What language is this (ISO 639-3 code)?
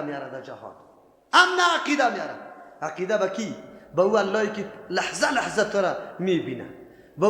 fas